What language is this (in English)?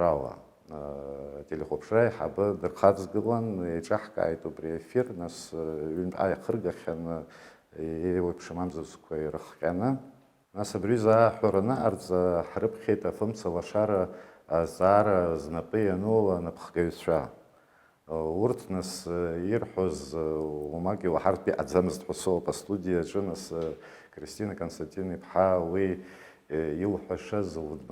Abkhazian